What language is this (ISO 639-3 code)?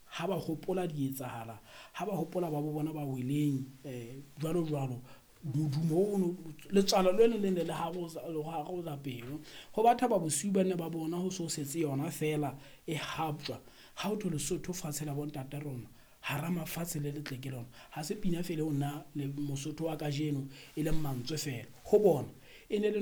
sot